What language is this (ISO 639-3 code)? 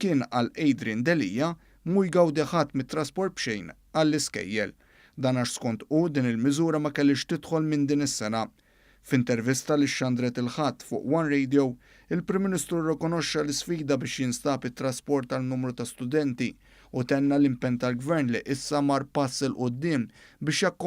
mlt